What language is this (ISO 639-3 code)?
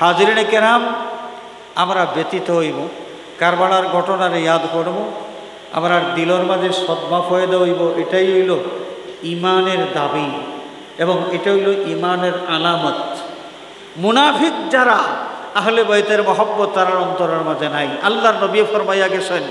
syl